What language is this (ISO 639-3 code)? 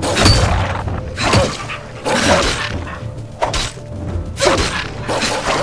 deu